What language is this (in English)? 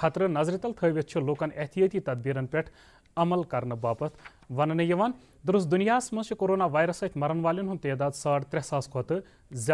Kashmiri